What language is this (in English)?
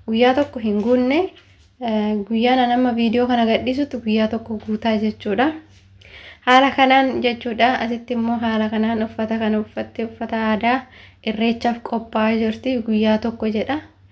Oromo